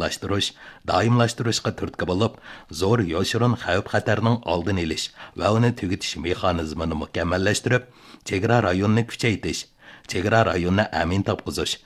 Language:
Uyghur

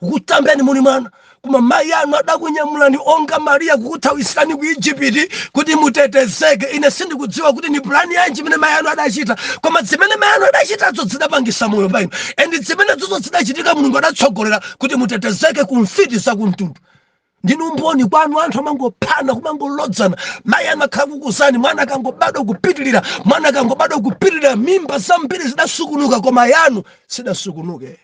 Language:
Nyanja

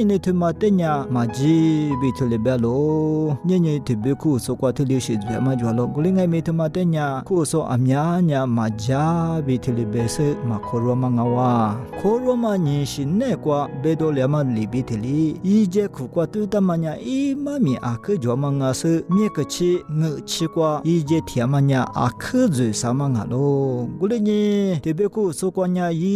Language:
Lisu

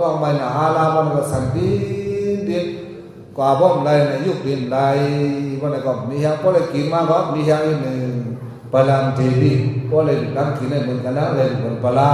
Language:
Shan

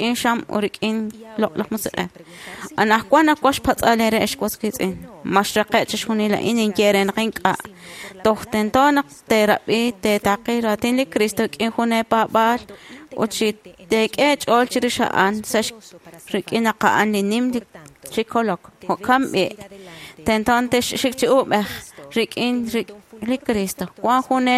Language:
Kekchí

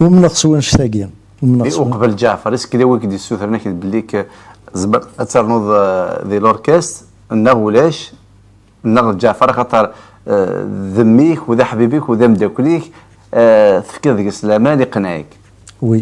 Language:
Kabyle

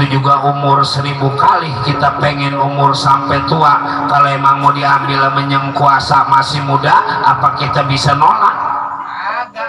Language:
Betawi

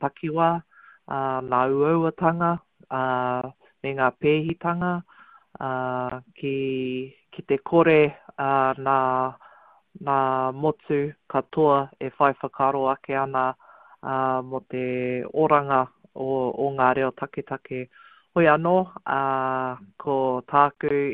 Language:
Māori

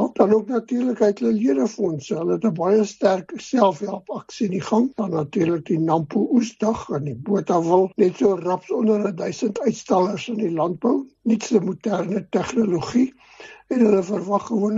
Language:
Afrikaans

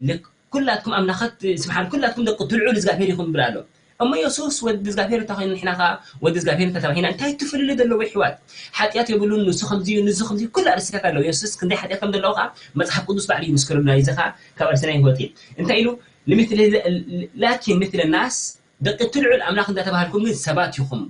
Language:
Tigrinya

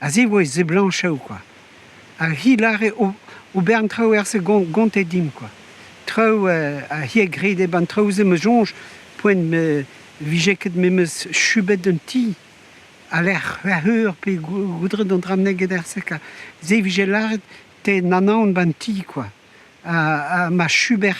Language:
Breton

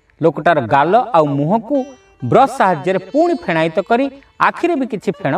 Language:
Odia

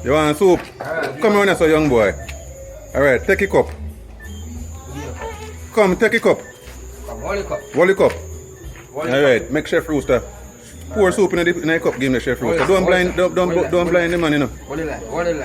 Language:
Jamaican Creole English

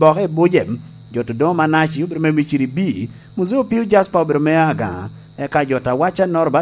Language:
Lango (Uganda)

